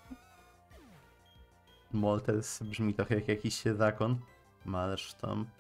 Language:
Polish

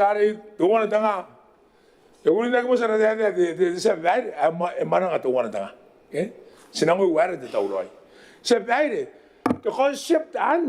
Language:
Gilbertese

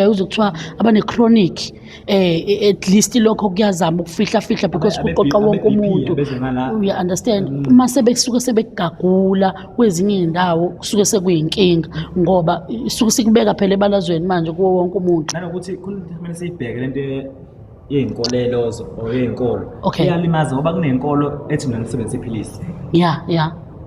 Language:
Zulu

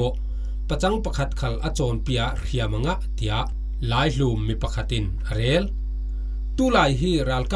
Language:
Falam Chin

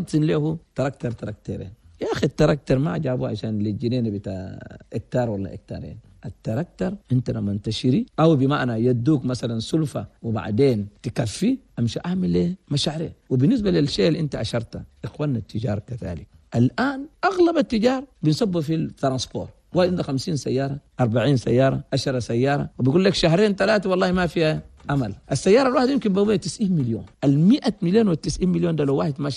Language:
Chadian Arabic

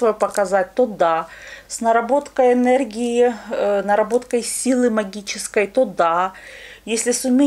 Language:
Russian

